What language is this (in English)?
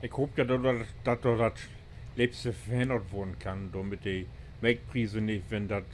Low German